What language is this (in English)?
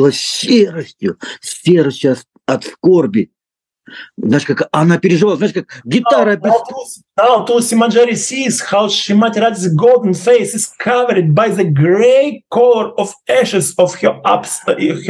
Russian